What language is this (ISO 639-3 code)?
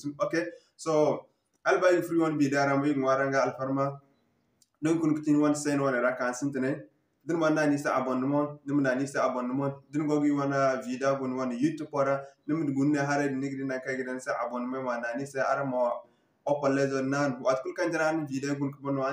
dje